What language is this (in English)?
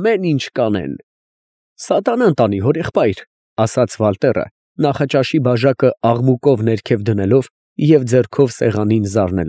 Armenian